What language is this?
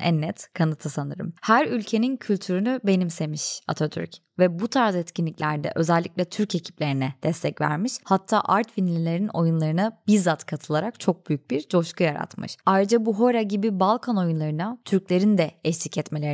Turkish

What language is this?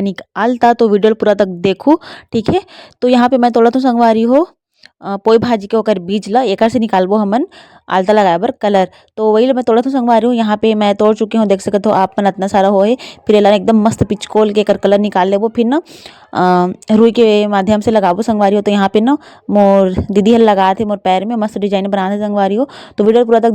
Chhattisgarhi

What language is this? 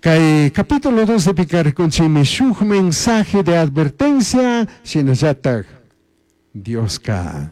Chimborazo Highland Quichua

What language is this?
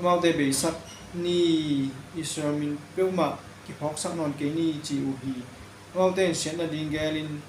Tedim Chin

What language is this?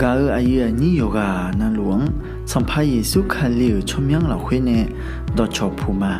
Akha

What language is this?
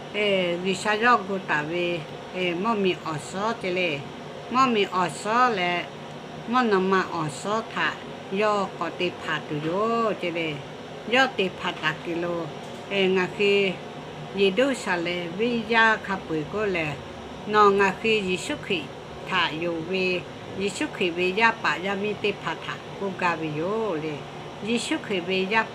Lahu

